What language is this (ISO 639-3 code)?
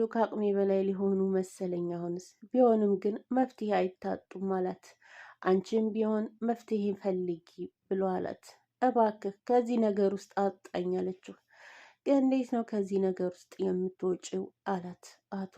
amh